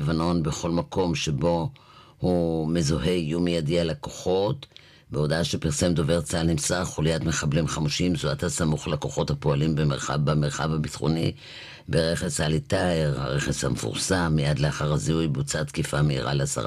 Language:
Hebrew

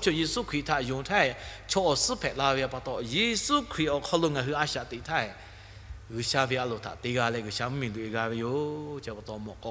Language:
Lahu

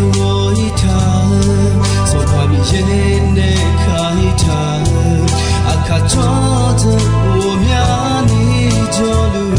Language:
Akha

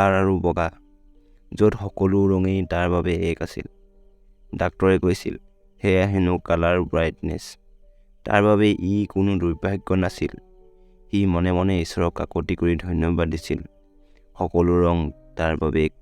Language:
Assamese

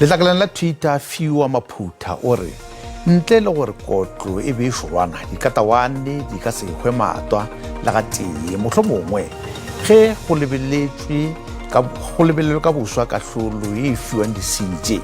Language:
Northern Sotho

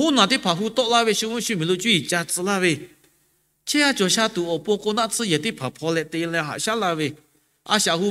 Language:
Lahu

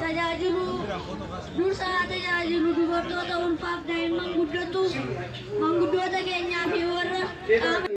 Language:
Oromo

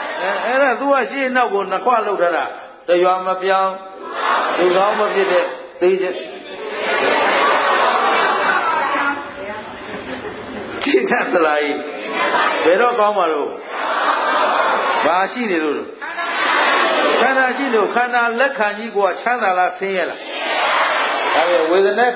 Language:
Burmese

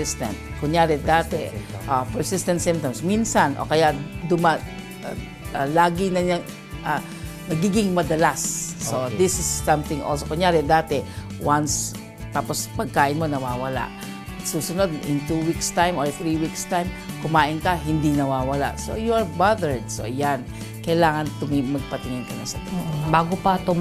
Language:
Filipino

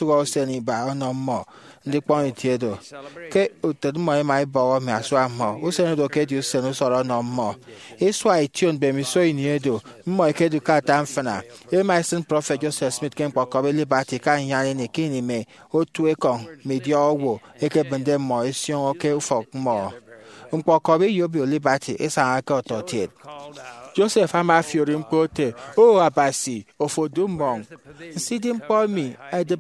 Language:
Efik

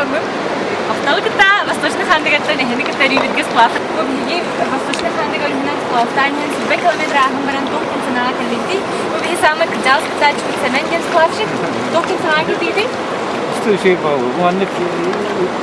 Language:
Yakut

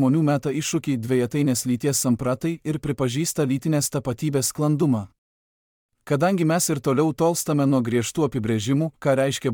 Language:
Lithuanian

